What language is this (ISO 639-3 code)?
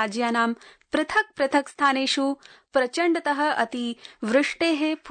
san